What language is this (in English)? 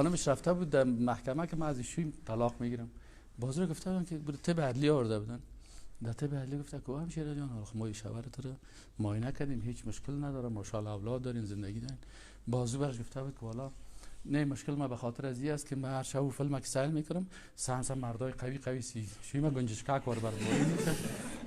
Persian